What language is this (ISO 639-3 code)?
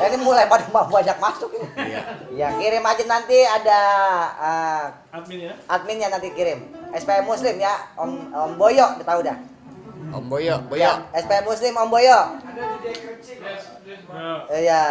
bew